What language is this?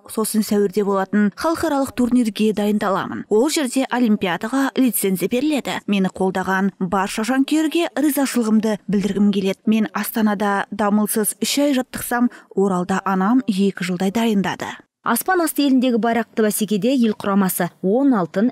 Kazakh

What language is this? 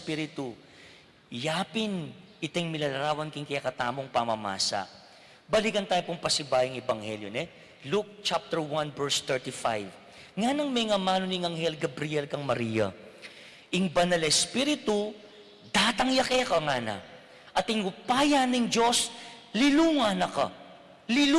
Pampanga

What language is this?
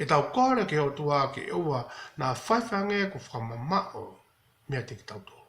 Tongan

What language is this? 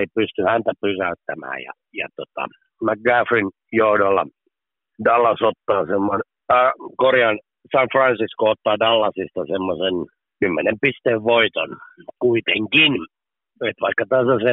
Finnish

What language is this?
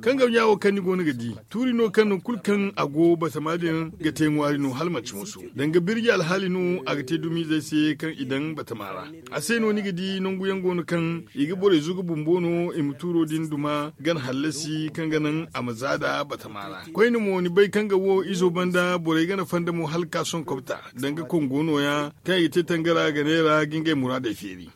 Zarma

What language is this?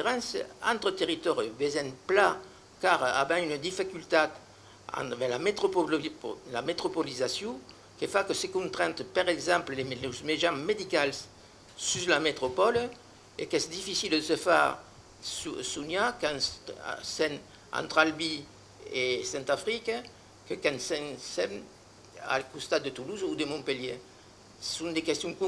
Occitan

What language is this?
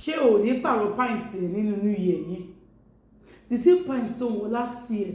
Yoruba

